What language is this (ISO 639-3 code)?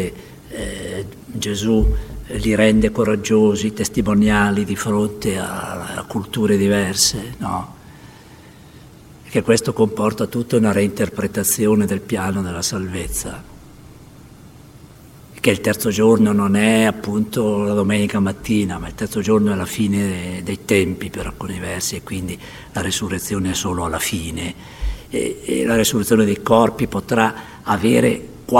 ita